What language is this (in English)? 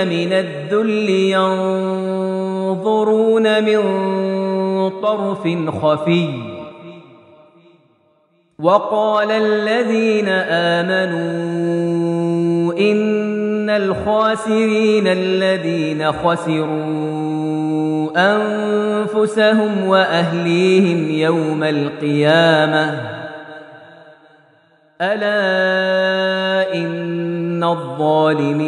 Arabic